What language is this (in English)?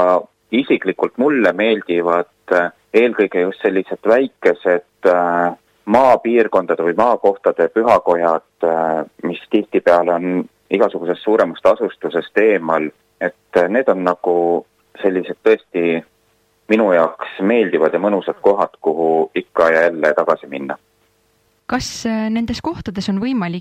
Estonian